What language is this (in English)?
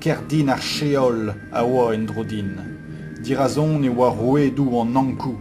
Breton